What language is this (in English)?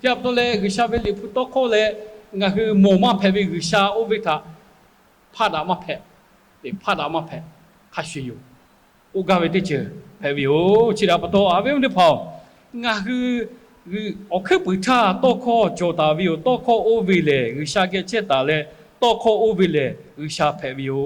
Lahu